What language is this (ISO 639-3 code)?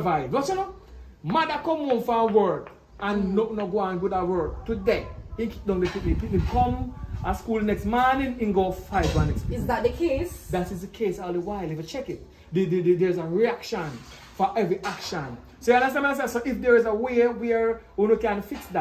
jam